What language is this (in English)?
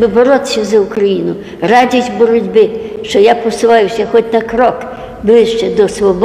Ukrainian